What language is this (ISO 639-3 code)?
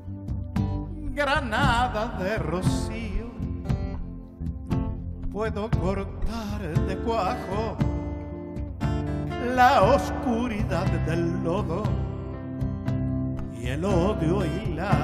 spa